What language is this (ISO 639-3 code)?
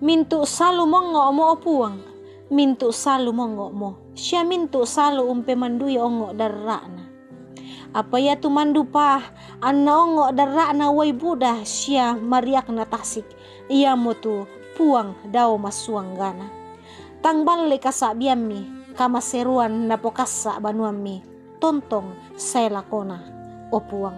sda